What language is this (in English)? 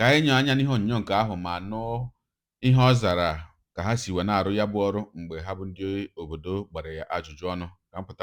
Igbo